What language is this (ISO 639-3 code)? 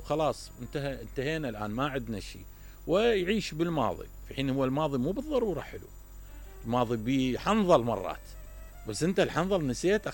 acm